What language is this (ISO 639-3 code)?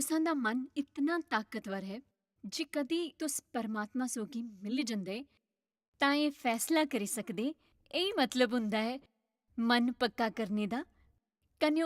doi